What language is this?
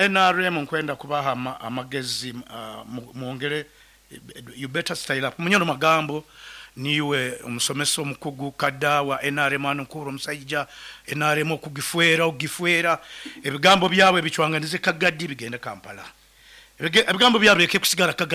Nyoro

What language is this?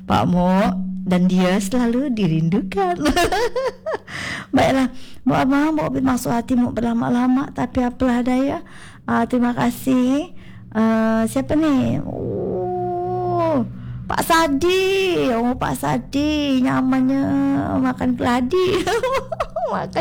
Malay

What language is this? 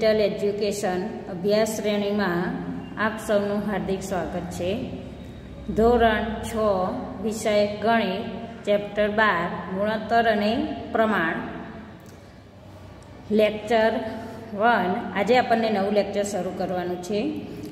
Gujarati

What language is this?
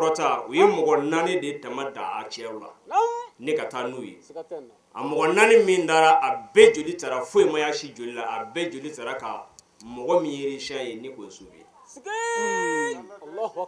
Bambara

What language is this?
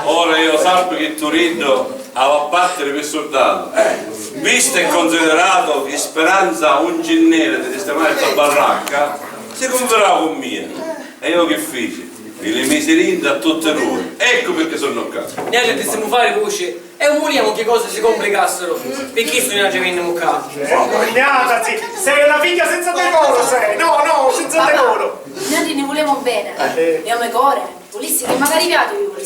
Sicilian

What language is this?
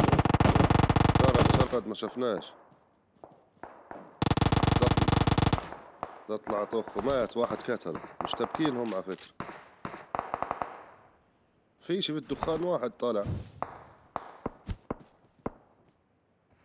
South Levantine Arabic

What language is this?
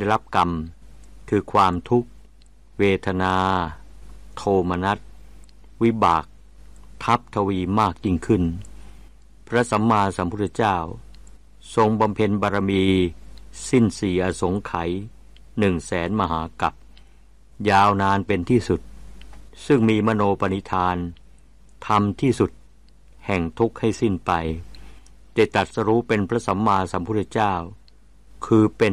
Thai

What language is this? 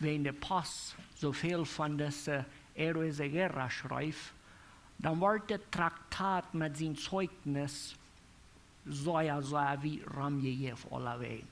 Plautdietsch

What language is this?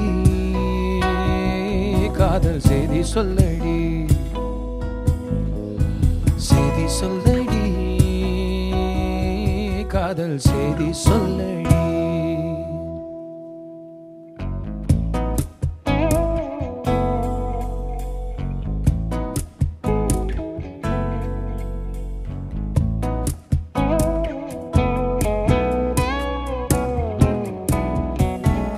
Tamil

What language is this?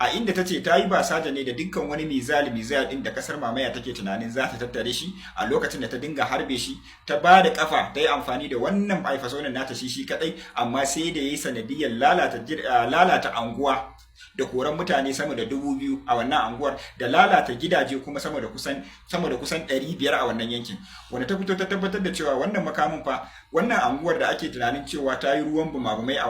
Hausa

